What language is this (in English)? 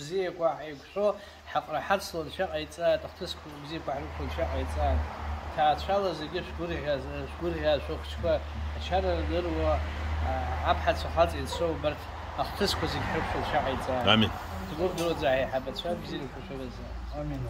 Abkhazian